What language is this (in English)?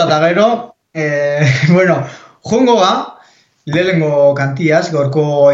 Basque